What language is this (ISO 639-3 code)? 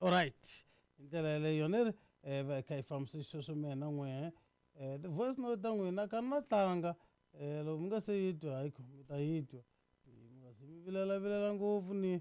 tso